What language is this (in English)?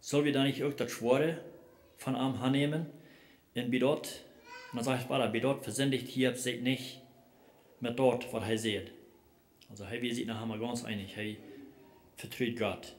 Plautdietsch